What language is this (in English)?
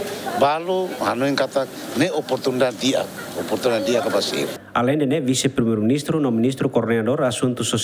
Tetum